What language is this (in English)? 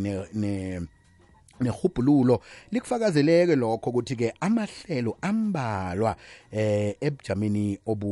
South Ndebele